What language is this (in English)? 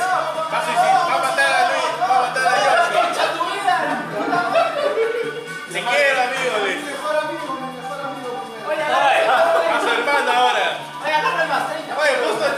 Spanish